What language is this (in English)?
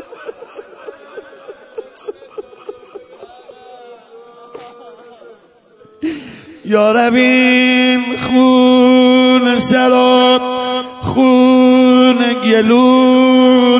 Persian